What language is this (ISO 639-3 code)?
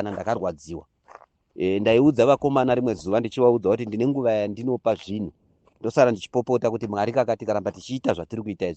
sna